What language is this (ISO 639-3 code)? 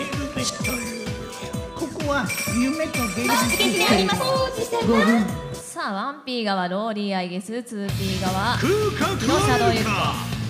jpn